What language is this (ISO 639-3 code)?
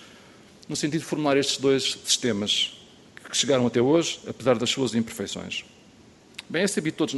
por